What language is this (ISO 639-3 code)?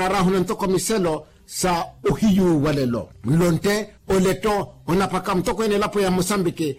vmw